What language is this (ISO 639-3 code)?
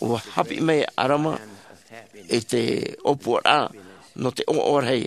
tah